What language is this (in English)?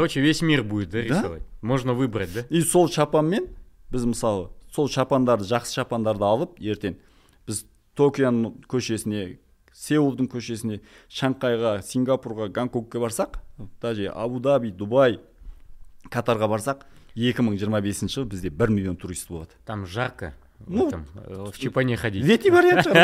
Kazakh